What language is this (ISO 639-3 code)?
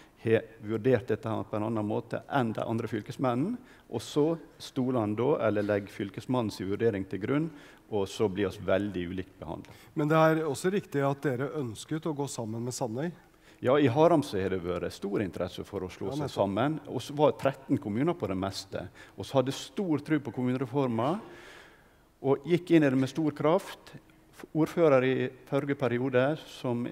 nor